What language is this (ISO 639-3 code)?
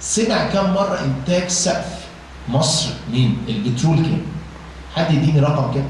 arz